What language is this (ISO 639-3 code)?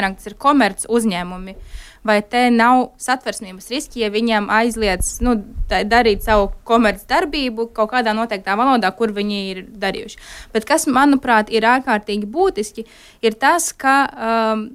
lav